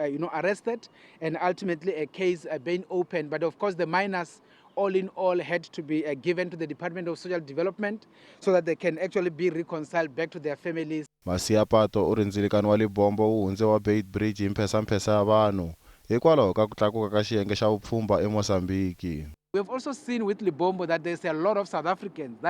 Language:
Tsonga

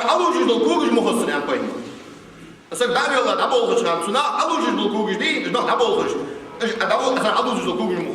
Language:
Ingush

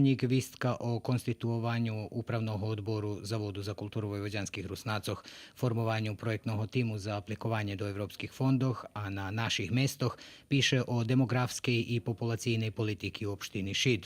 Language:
Rusyn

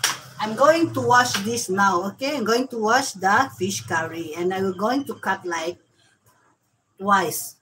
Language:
Filipino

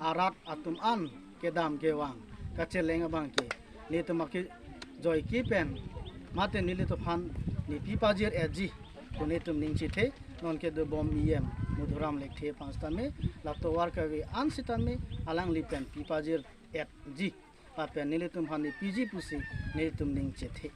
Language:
Karbi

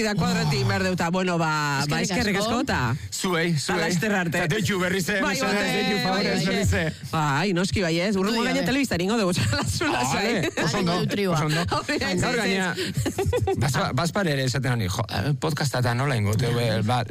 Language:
Basque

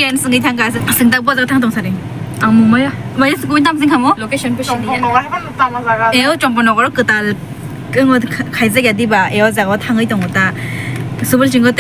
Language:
Kok Borok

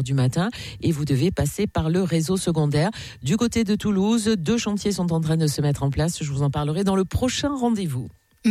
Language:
French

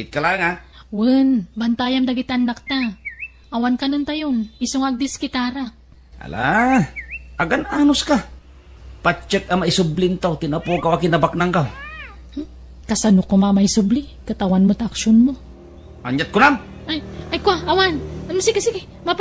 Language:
Iloko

